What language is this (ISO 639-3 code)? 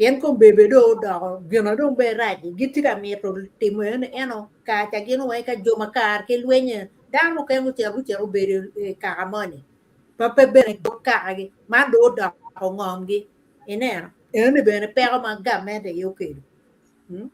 ach